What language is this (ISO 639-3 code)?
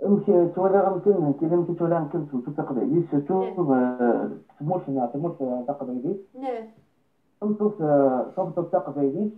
kab